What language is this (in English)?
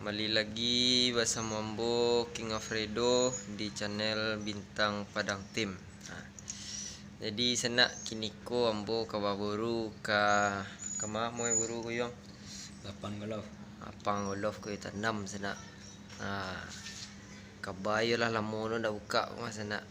Minangkabau